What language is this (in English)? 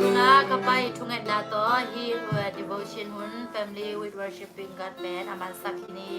Tedim Chin